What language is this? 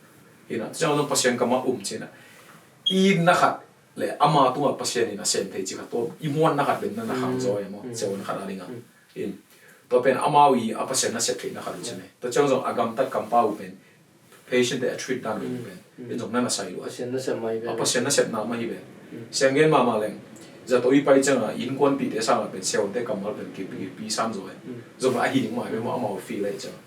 Tedim Chin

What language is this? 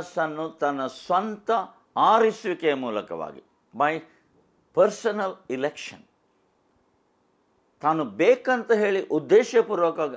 Kannada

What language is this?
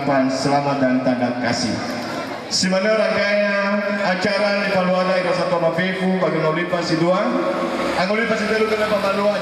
Nias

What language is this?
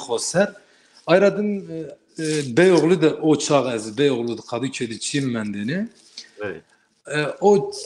Zaza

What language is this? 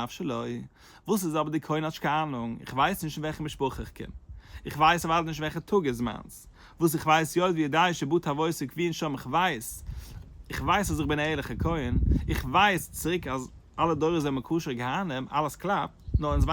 Yiddish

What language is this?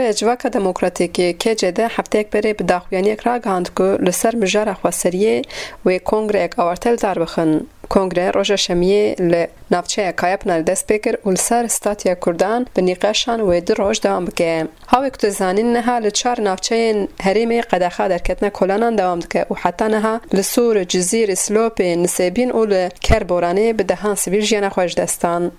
Kurdish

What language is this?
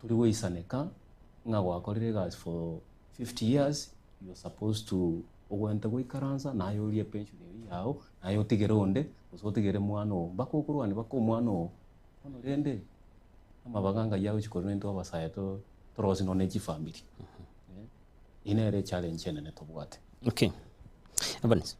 Gusii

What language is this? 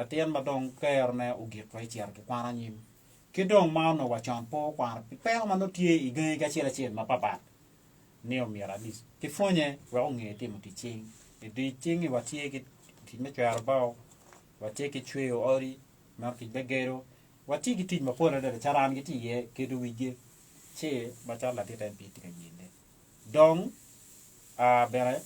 Acoli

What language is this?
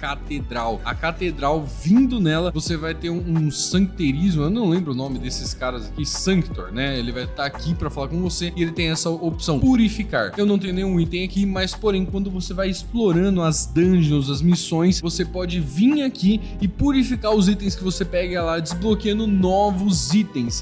Portuguese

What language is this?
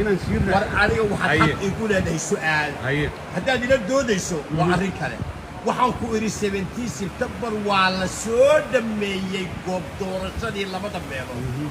Somali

